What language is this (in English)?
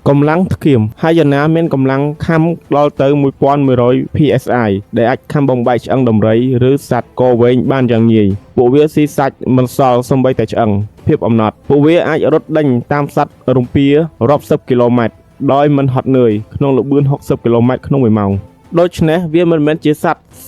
Khmer